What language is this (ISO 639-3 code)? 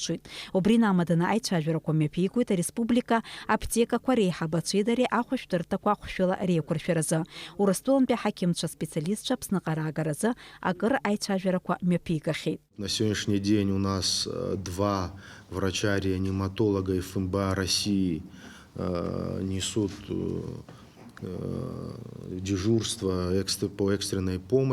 abk